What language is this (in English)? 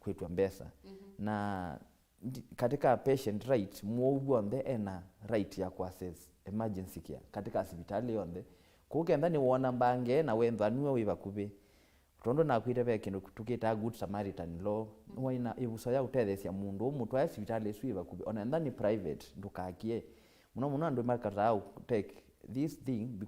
Kamba